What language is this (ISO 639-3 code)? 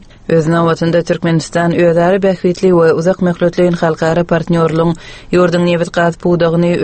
tuk